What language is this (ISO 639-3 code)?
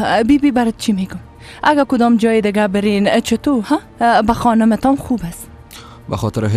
fas